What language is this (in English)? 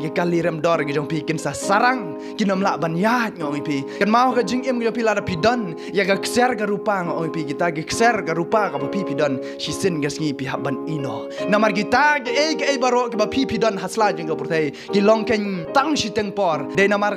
Khasi